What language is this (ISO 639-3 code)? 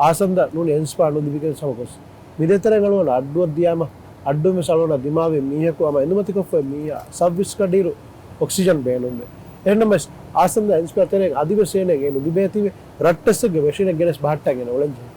div